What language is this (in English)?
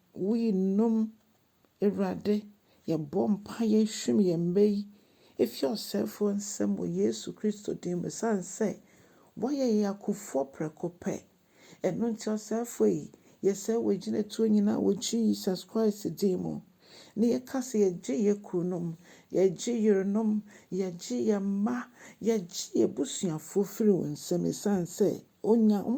Akan